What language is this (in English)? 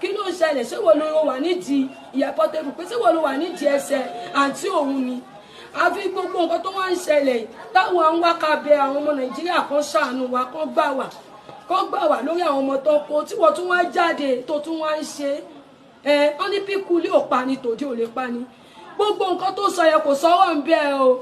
Yoruba